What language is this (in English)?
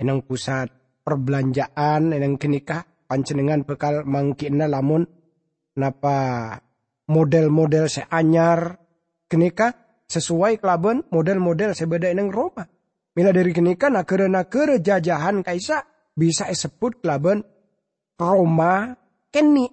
Madurese